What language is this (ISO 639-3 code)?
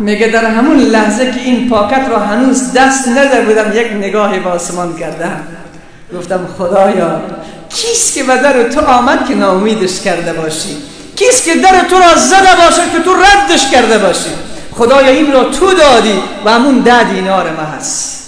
fas